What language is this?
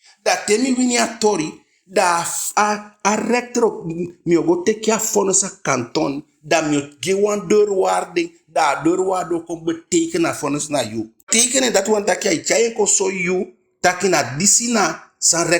Eastern Maroon Creole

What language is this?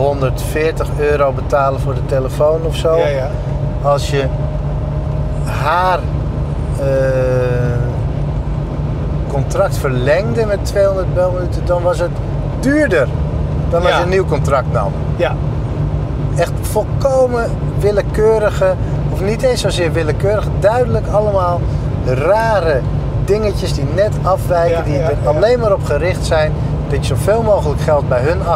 Dutch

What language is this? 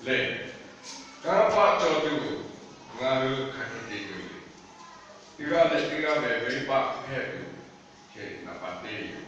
Lahu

